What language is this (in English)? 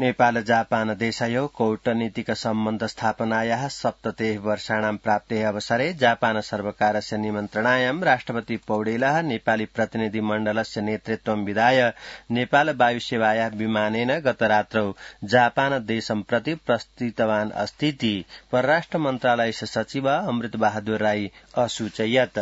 Sanskrit